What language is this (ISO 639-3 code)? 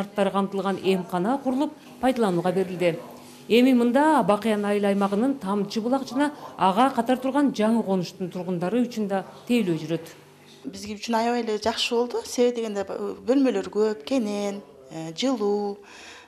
kir